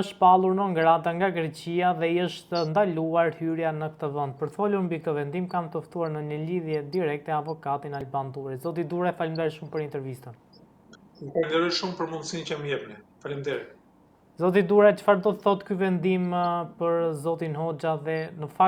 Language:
Albanian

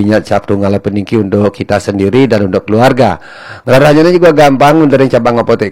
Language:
Balinese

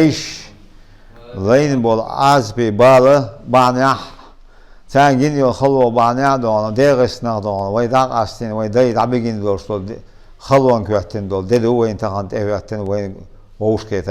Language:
Chechen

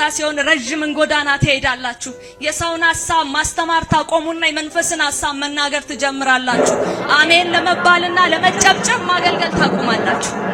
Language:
Amharic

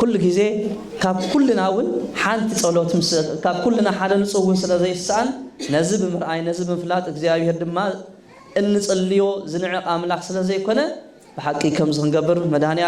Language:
Tigrinya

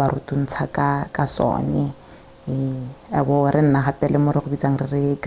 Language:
Tswana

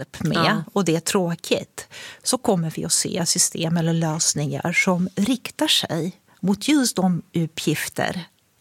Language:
Swedish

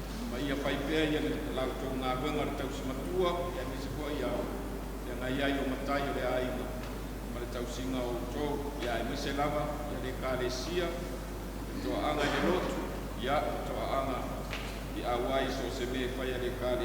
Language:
Samoan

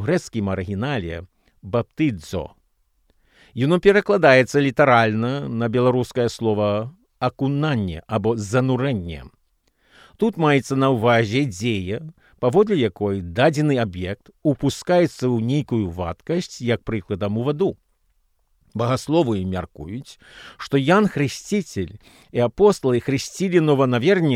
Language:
Belarusian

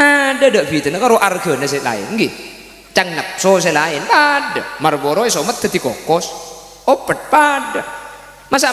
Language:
Madurese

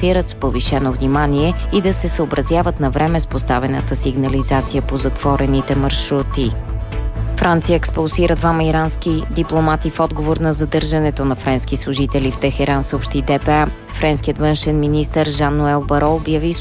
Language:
Bulgarian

